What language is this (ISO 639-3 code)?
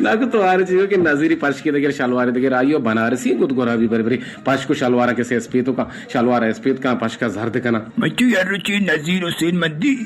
bgp